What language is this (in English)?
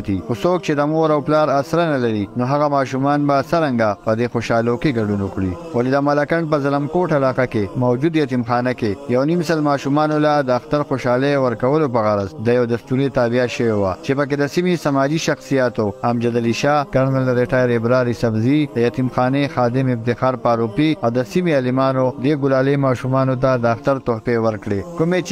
Pashto